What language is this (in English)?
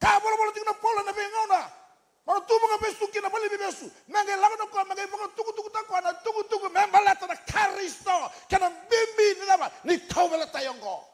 Fijian